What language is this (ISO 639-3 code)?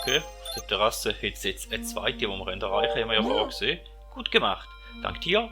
gsw